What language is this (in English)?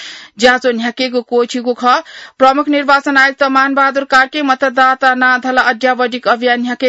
Newari